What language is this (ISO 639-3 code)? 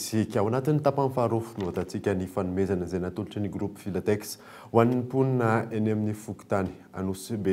mlg